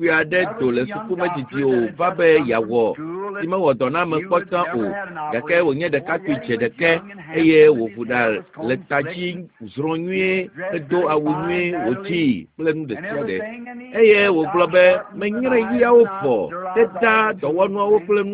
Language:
Ewe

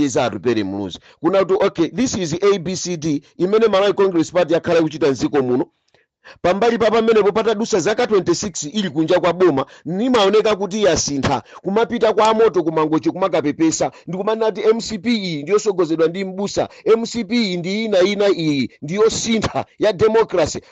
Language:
Nyanja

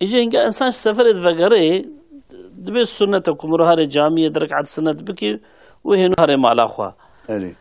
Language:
Kurdish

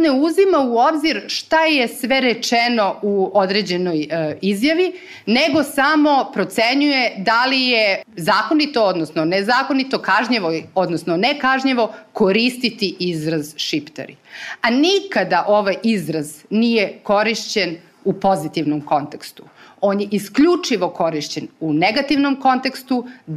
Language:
Serbian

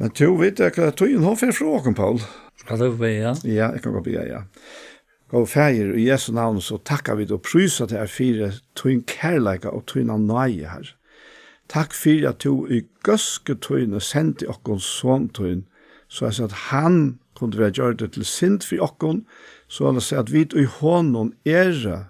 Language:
Faroese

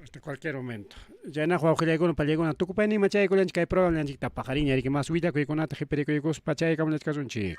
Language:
Ayacucho Quechua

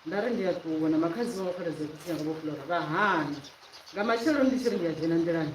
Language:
Venda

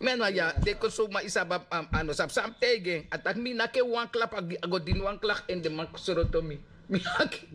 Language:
Sranan Tongo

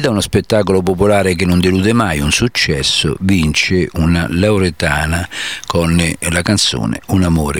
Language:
Italian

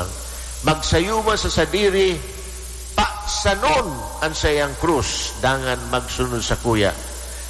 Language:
Bikol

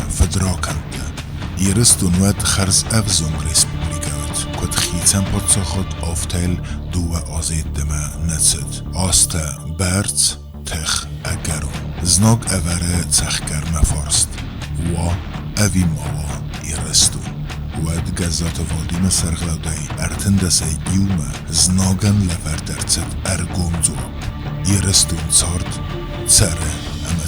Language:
Ossetic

